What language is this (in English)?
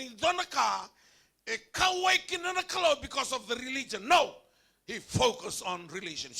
Fijian